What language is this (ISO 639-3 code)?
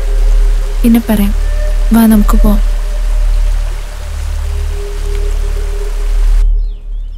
mal